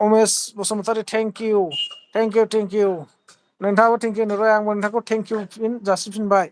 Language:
Bodo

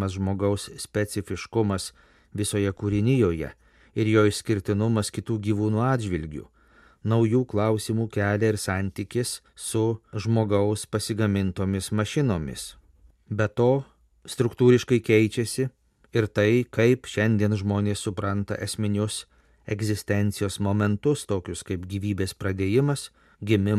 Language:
Lithuanian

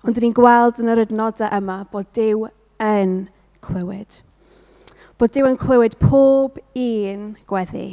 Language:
Welsh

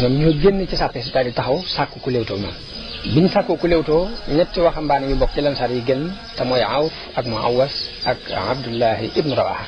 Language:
Wolof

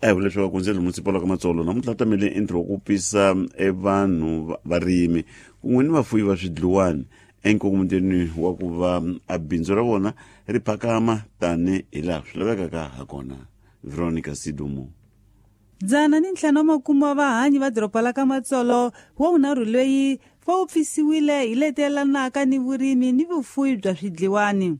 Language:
Tsonga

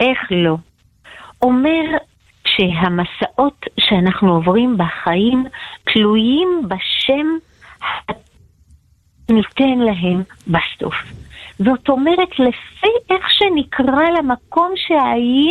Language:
Hebrew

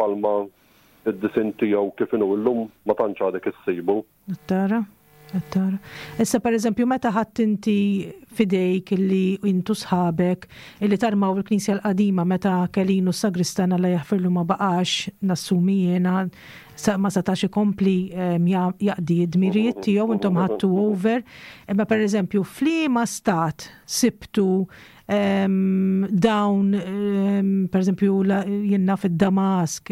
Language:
Maltese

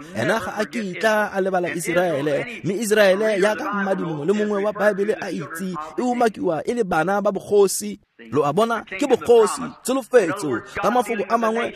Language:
Tswana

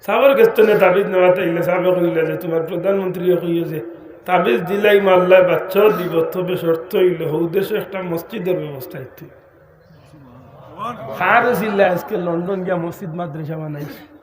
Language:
Sylheti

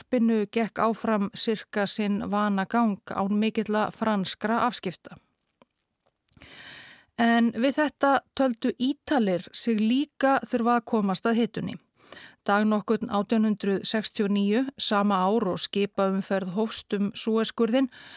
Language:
Icelandic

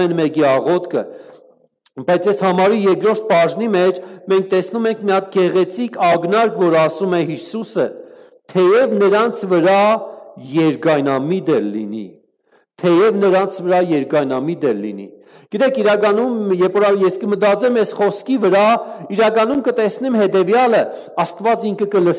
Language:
Armenian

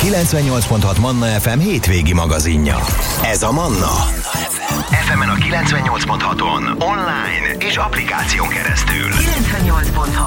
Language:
Hungarian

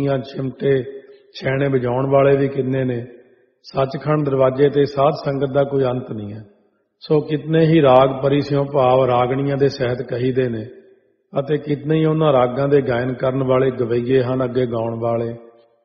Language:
Punjabi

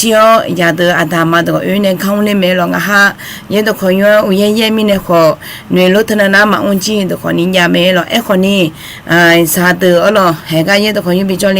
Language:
Akha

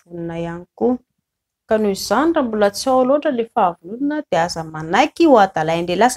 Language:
Malagasy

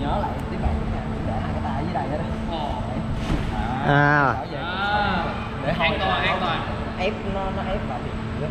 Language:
Vietnamese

